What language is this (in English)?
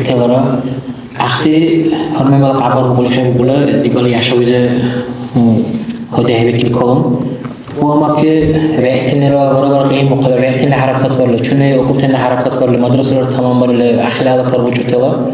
Dargwa